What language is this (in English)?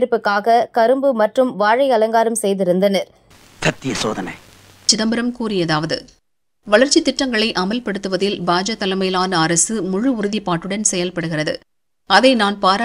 Tamil